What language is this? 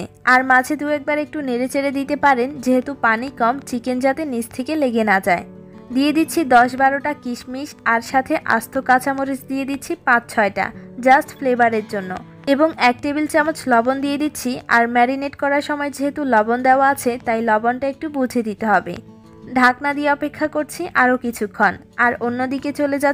Bangla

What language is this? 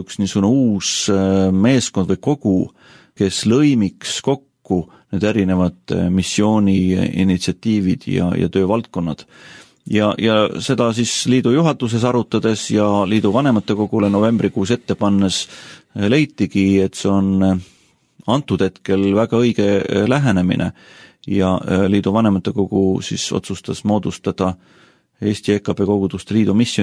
Estonian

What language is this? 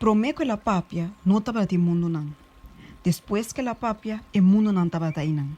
Papiamento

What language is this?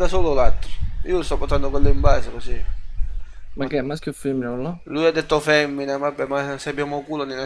Italian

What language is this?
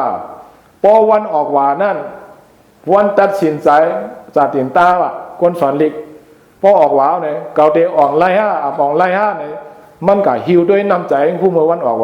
Shan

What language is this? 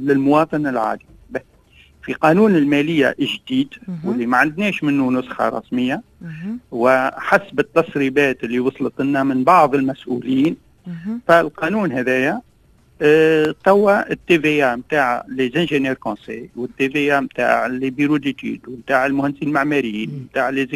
Tunisian Arabic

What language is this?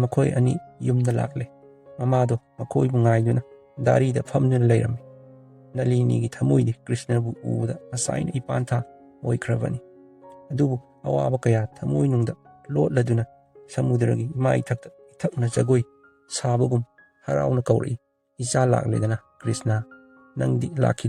Manipuri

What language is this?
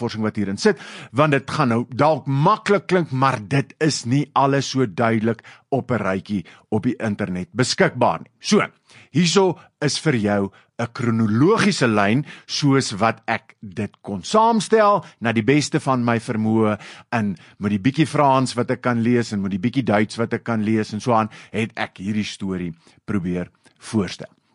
Afrikaans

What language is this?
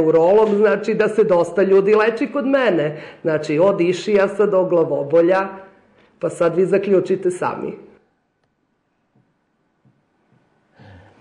Serbian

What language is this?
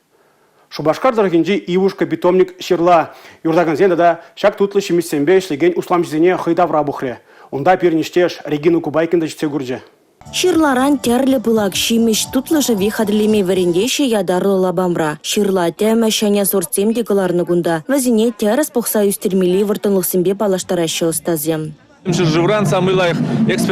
Chuvash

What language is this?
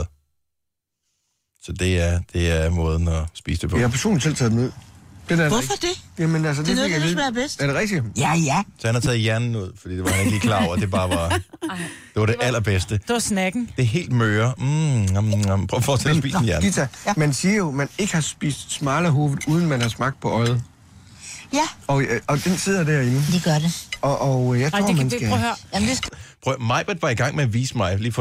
Danish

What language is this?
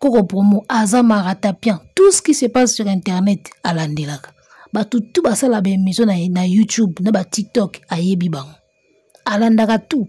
Lingala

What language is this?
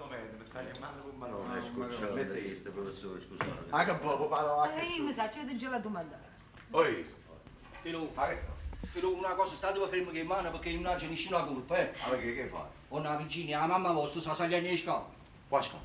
Neapolitan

